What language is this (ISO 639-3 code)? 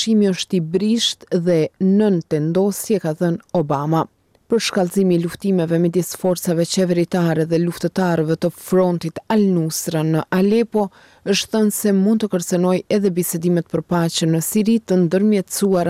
sqi